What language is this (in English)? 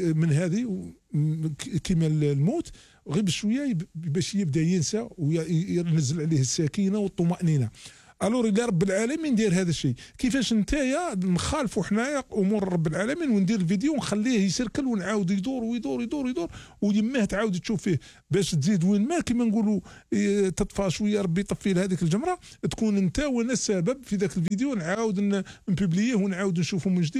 Algerian Arabic